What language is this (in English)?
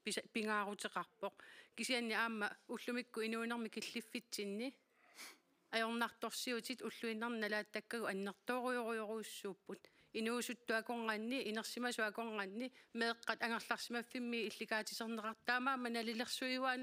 Kalaallisut